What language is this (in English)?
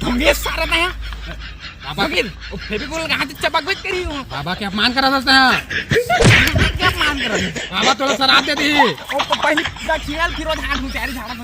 Chhattisgarhi